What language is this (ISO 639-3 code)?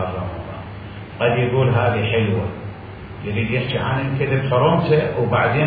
acm